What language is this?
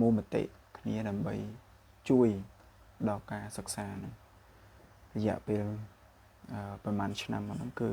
Khmer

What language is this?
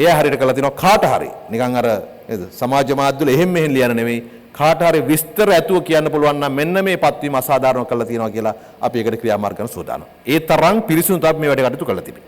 Sinhala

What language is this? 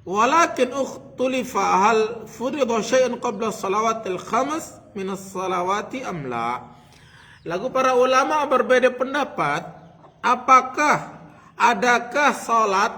Sasak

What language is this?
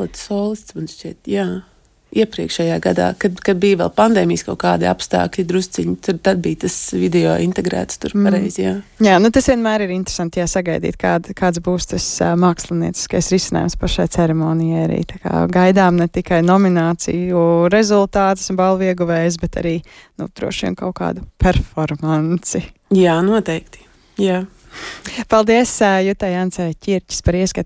Latvian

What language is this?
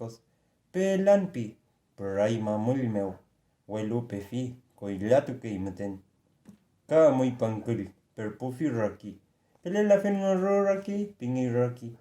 Mapuche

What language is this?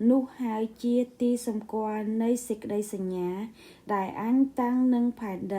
Khmer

